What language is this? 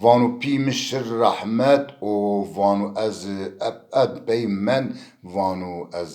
Zaza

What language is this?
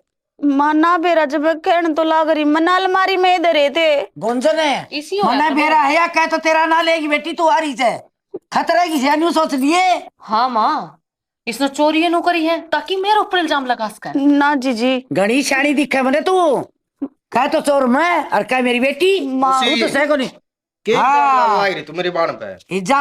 Haryanvi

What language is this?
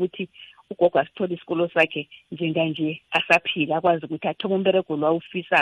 South Ndebele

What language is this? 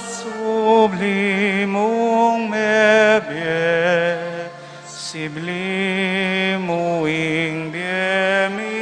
Pampanga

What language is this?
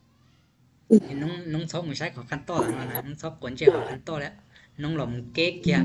Lao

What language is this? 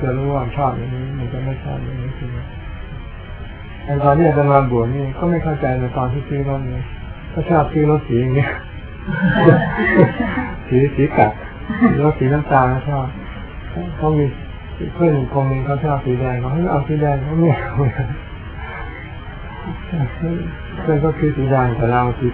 Thai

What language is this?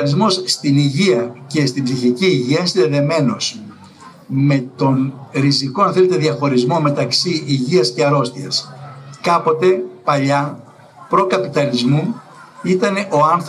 Greek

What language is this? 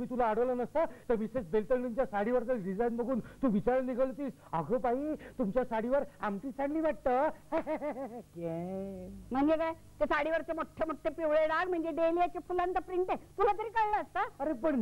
Marathi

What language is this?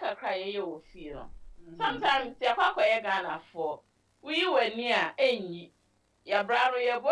Akan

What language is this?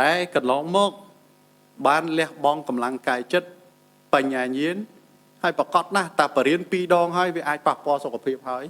Khmer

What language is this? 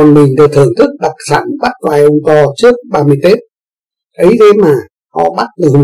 Vietnamese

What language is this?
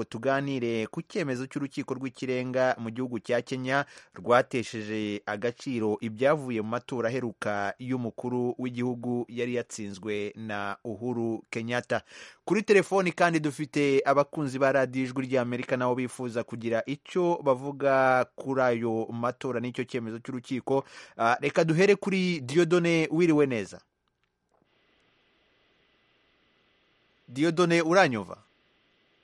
Kinyarwanda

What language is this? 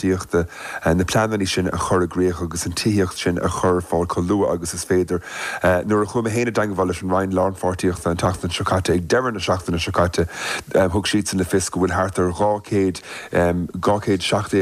Irish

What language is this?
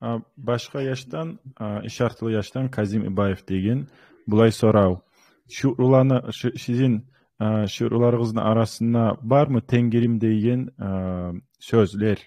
Kumyk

